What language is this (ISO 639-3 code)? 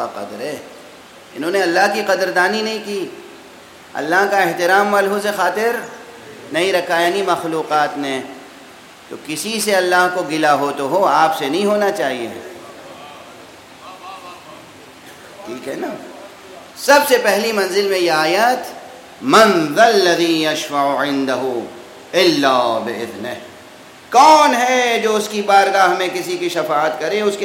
urd